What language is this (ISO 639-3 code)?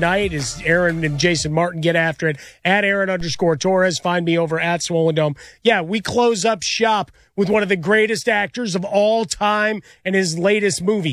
eng